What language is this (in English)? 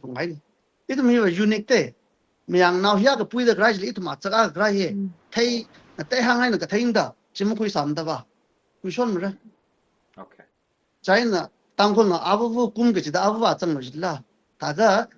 Tangkhul Naga (India)